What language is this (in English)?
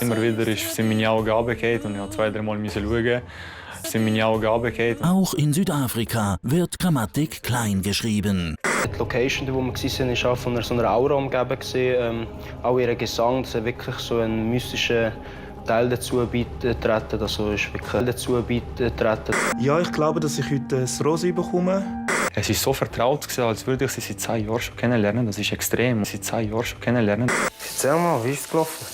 Swiss German